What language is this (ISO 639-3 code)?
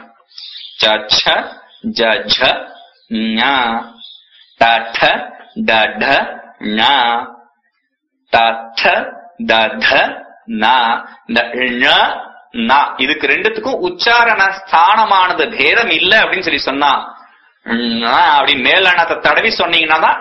tam